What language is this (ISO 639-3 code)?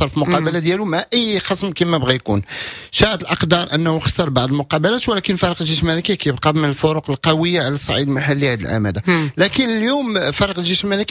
ary